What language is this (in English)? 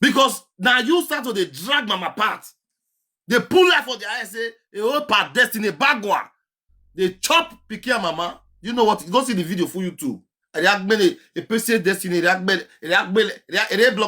Nigerian Pidgin